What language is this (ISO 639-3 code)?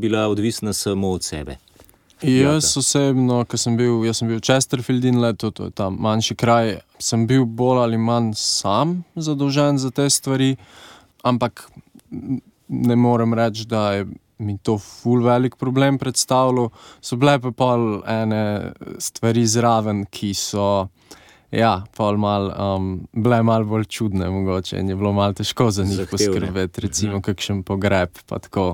slv